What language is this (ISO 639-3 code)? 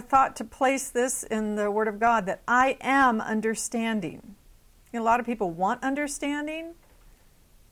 eng